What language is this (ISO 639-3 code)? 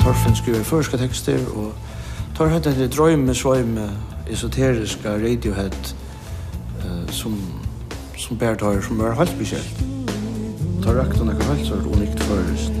fao